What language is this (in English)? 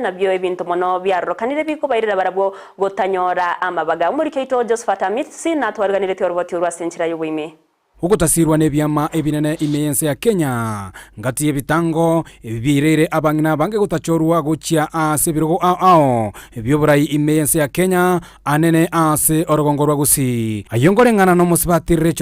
Gusii